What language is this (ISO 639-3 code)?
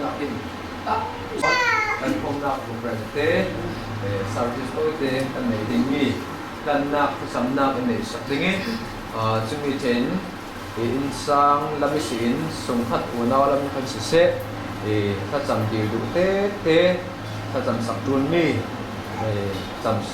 cfm